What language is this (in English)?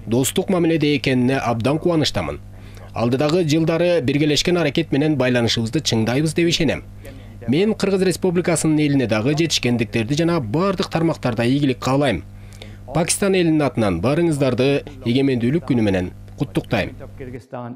Kyrgyz